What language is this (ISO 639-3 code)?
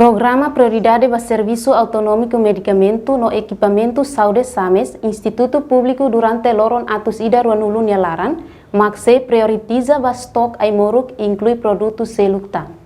tet